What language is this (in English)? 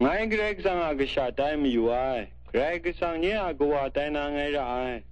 Kachin